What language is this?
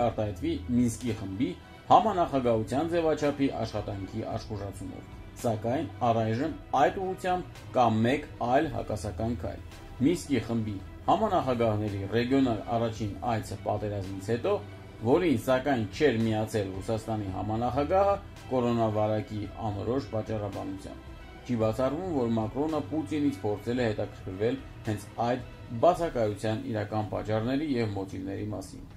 Armenian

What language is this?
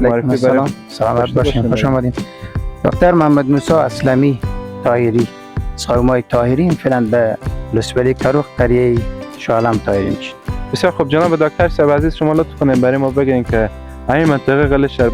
Persian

